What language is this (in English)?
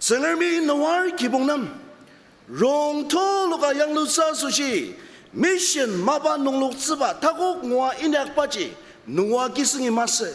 Ao Naga